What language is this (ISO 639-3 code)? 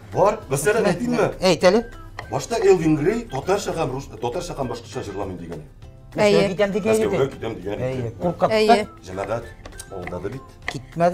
tat